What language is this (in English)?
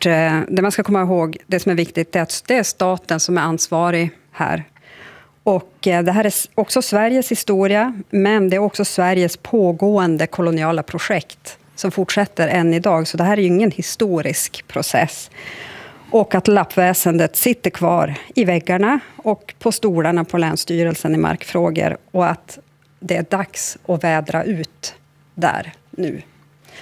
Swedish